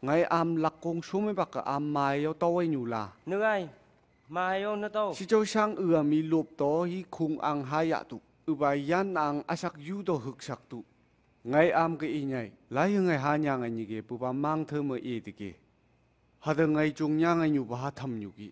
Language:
Phom Naga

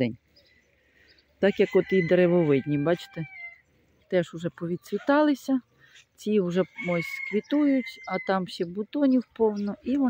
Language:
Ukrainian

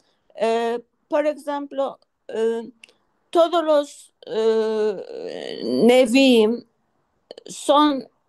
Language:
Ladino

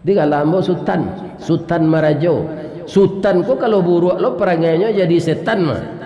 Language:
Minangkabau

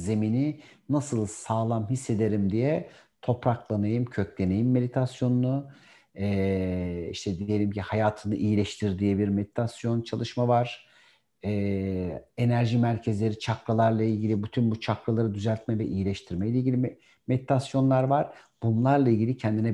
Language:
Turkish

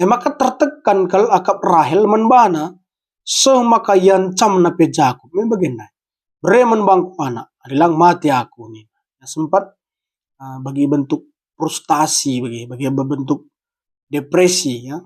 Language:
Batak Karo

